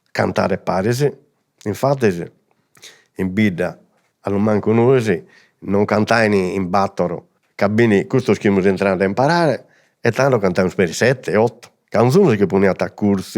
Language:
Sardinian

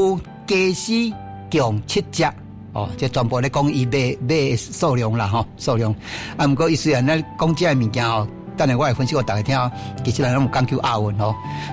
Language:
Min Nan Chinese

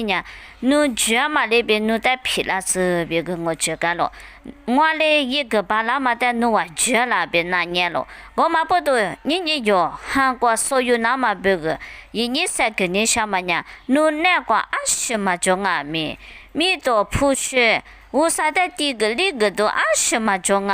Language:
Lisu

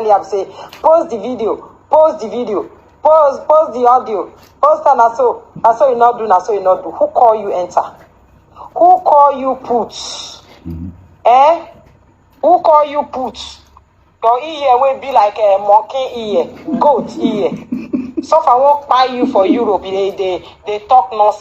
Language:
Nigerian Pidgin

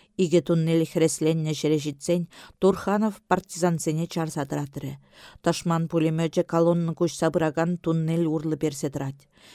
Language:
Chuvash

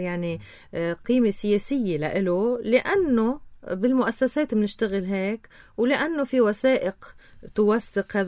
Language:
North Levantine Arabic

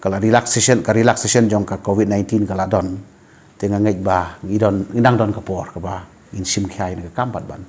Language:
Khasi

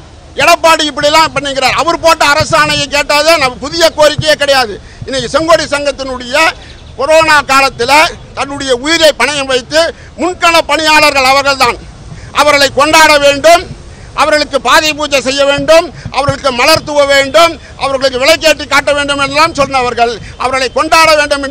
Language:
Tamil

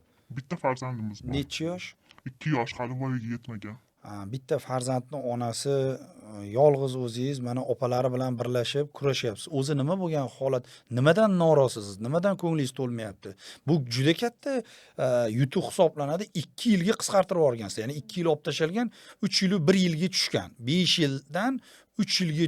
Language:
Uzbek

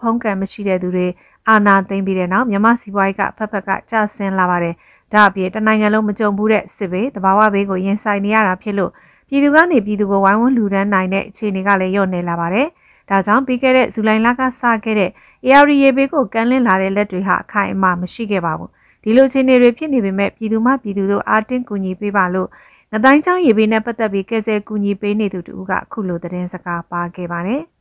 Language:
Burmese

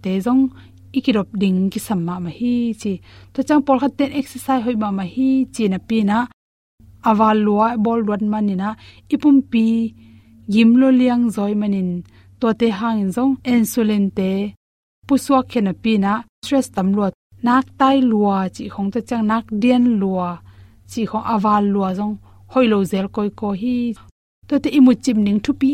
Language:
Tedim Chin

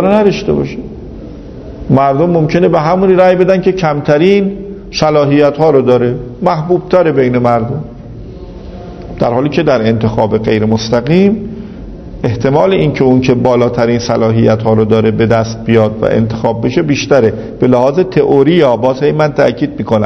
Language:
Persian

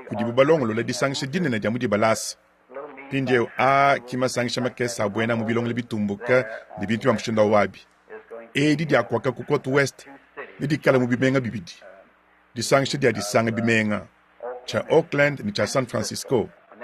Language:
Luba-Lulua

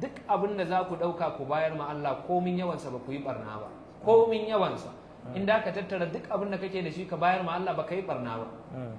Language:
Hausa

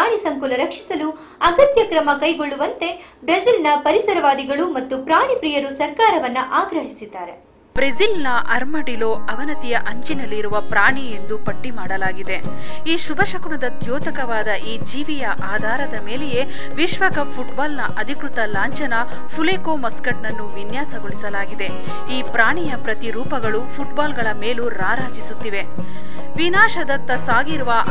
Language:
Kannada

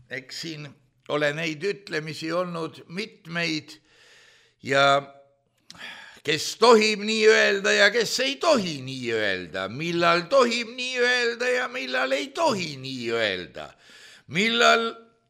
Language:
Estonian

